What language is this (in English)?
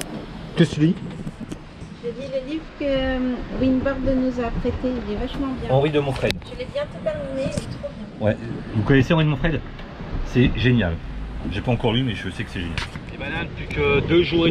French